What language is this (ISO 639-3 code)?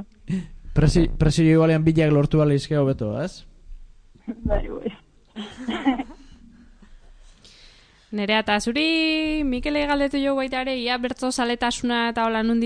eus